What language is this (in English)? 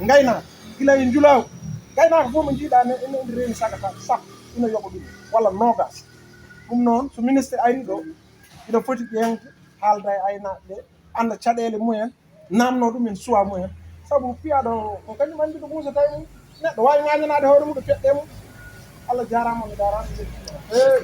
Fula